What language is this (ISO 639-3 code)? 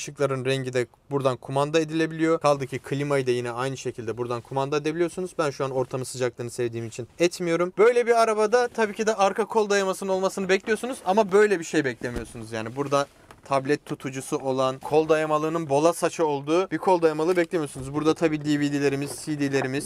tur